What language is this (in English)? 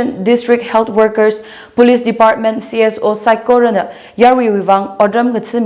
Tangkhul Naga (India)